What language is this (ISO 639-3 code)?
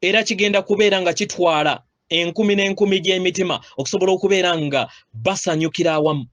lug